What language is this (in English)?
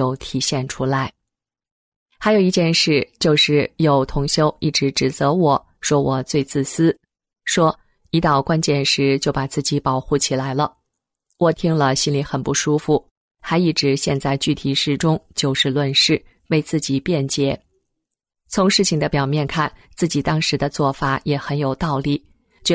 Chinese